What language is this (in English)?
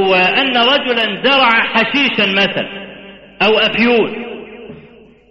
Arabic